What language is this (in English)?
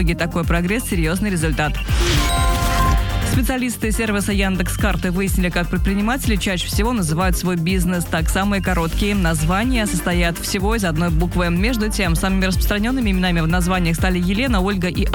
Russian